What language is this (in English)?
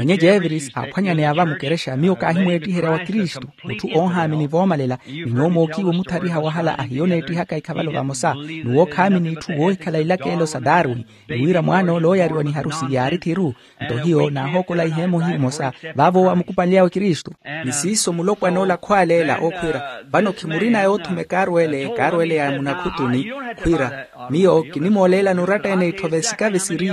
Makhuwa